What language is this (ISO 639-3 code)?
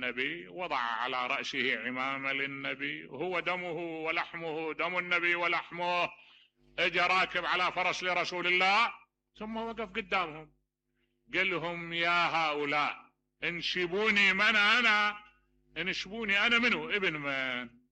acm